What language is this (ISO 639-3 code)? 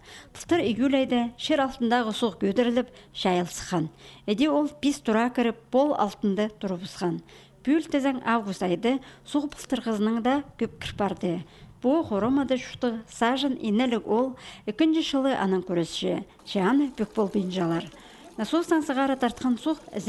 kjh